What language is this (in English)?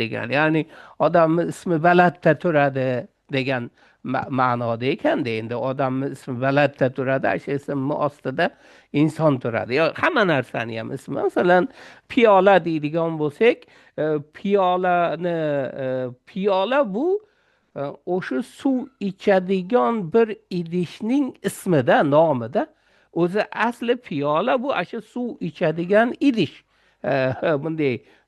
Uzbek